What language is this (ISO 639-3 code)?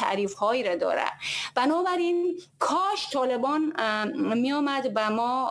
fas